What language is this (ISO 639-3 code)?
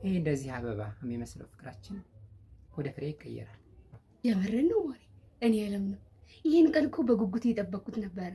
amh